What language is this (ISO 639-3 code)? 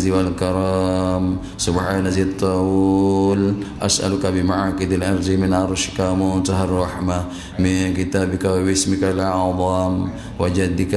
msa